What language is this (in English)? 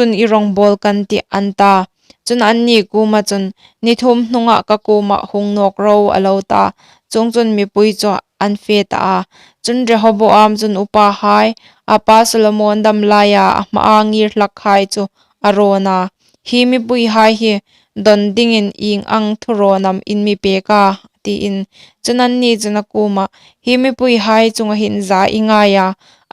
Hmar